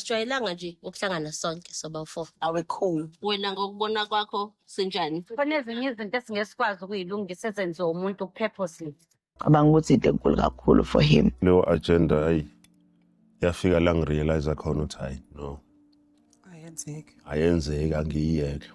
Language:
Zulu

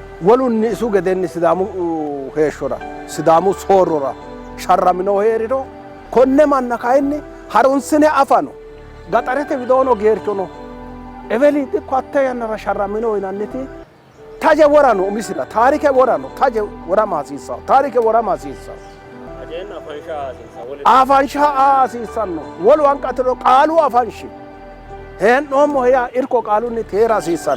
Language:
Sidamo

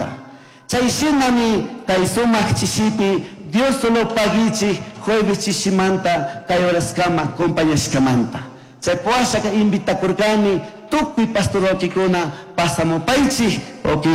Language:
Chimborazo Highland Quichua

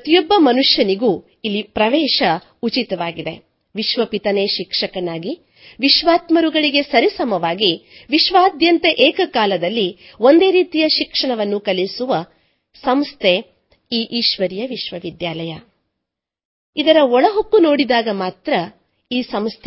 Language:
Kannada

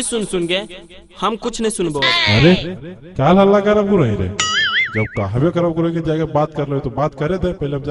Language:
Magahi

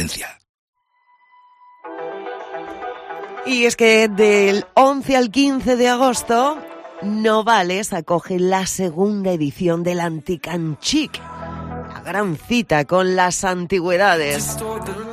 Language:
Spanish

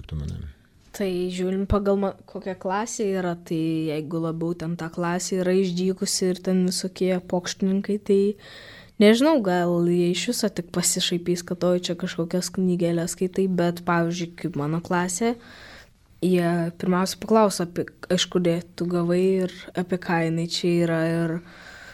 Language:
Lithuanian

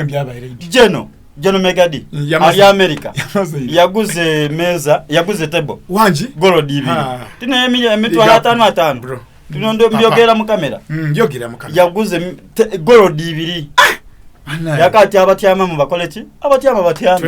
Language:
Soga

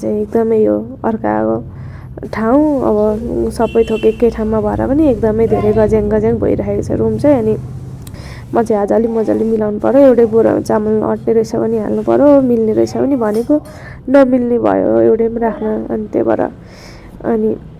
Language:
Nepali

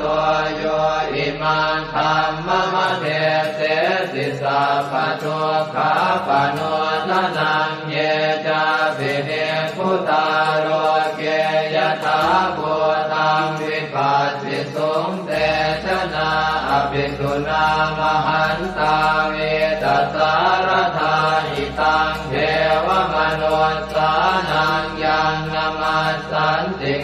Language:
Pali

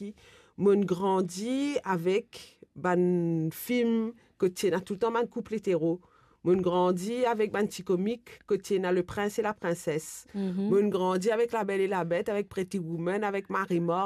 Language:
Morisyen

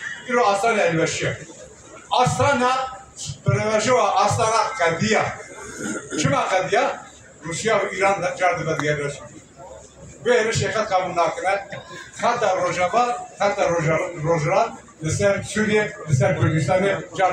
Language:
Kurdish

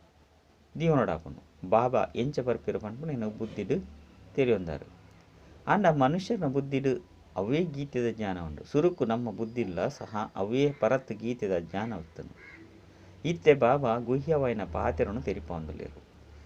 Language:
Tulu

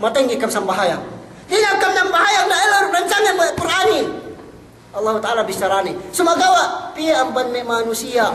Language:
Yakan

